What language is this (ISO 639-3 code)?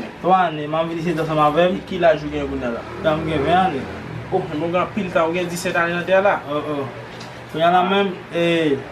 hat